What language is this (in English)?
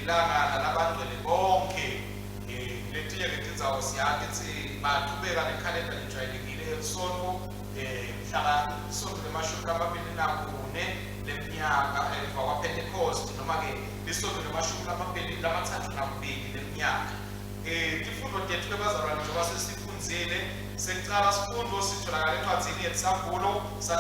Swati